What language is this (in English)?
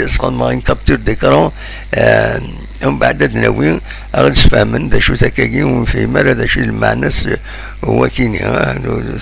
Kabyle